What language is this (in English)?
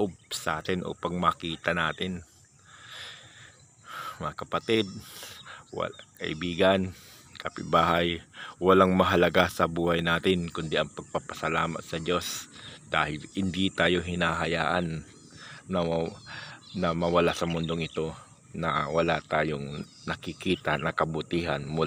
Filipino